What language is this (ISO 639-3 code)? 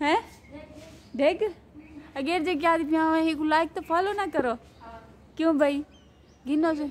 skr